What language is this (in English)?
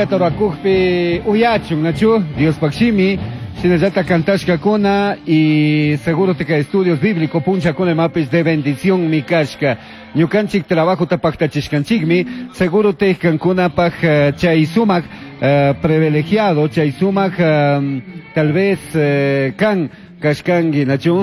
Chimborazo Highland Quichua